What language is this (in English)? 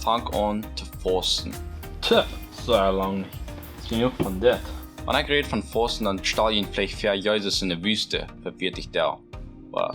Plautdietsch